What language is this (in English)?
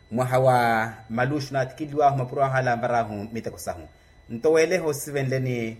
Makhuwa